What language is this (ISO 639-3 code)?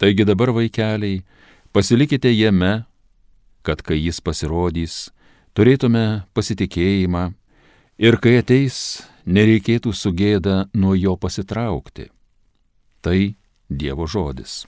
lit